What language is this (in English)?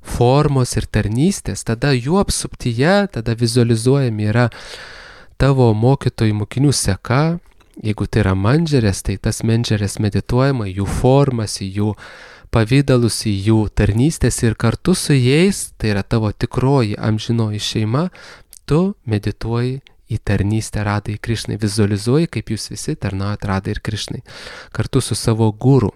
Lithuanian